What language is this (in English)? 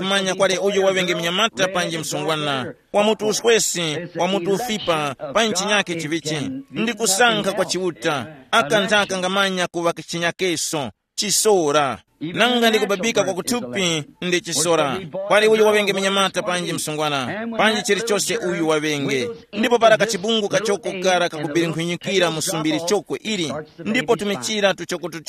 Tumbuka